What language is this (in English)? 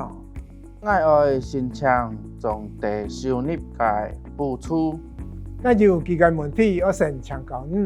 Hakka Chinese